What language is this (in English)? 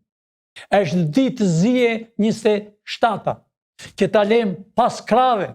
Albanian